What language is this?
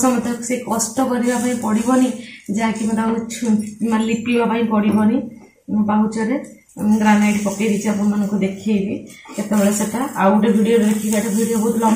Odia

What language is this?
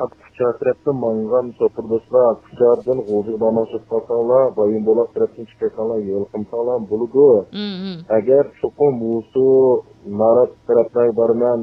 Uyghur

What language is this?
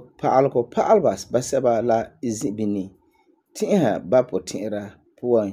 Frafra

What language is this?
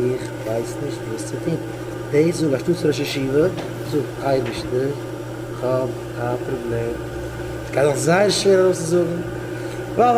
Yiddish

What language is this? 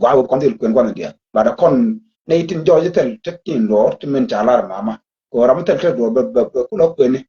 Nuer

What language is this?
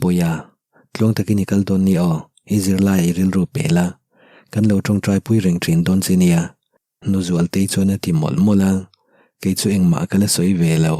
Mizo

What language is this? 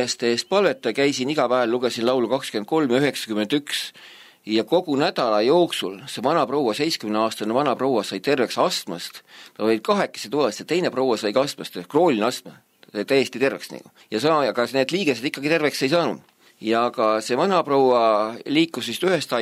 Estonian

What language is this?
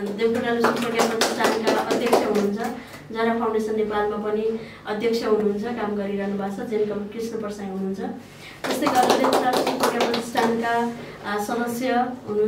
Nepali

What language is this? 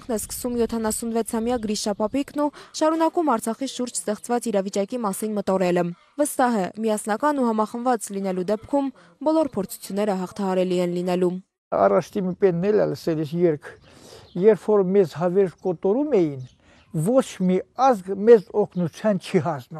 Armenian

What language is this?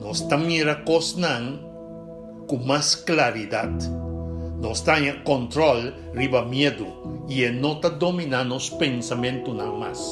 Papiamento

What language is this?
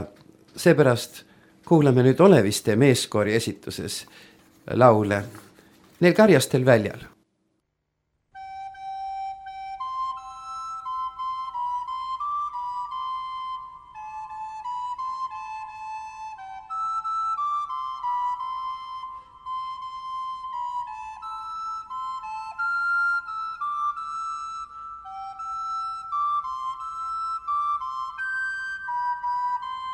Estonian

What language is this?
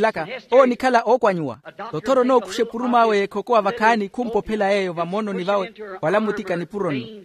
Makhuwa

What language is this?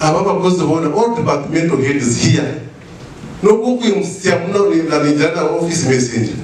Nyankole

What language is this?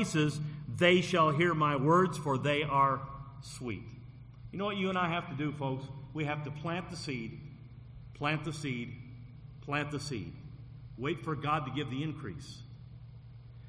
English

